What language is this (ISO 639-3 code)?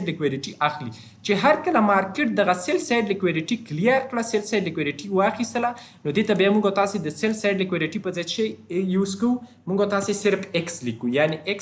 pus